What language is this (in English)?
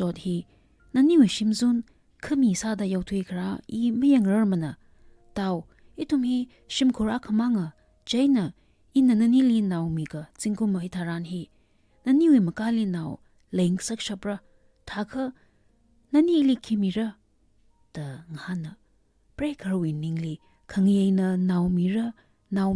Tangkhul Naga (India)